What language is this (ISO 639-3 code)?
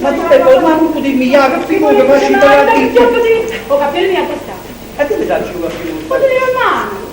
nap